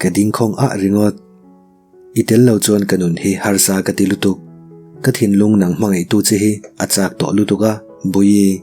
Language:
Mizo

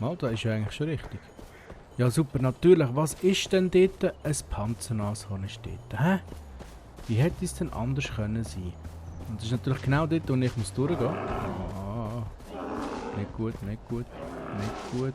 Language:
Swiss German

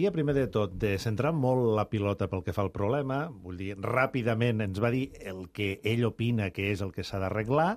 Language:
Catalan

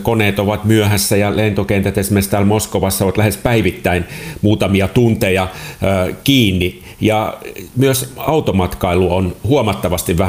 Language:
Finnish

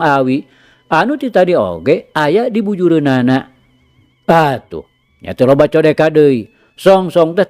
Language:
Sundanese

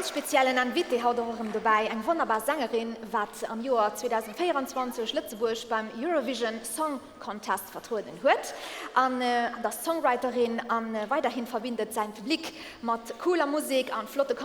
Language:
Luxembourgish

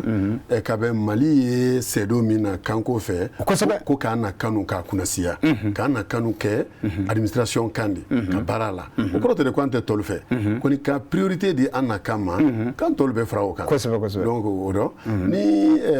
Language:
Bambara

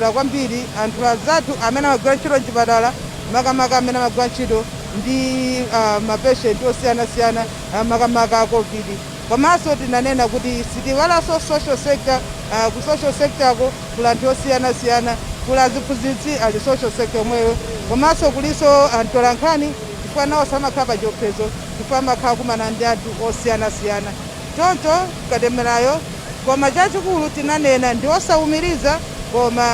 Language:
Nyanja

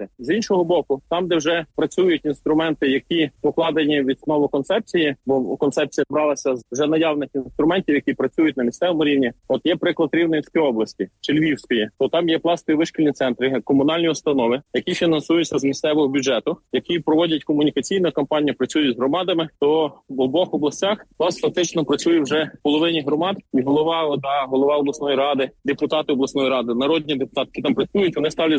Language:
Ukrainian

